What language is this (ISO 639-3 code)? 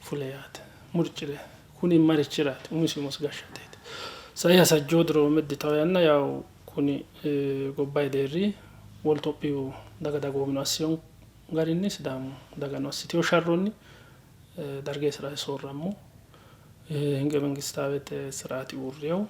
sid